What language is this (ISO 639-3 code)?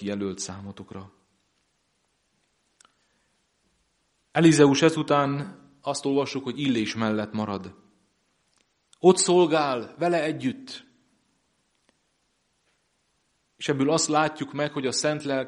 hun